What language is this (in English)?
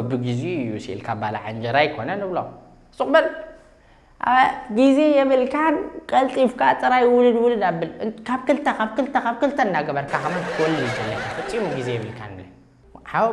Tigrinya